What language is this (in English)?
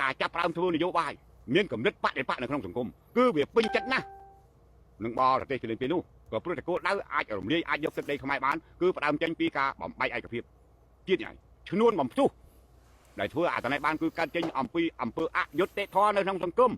Khmer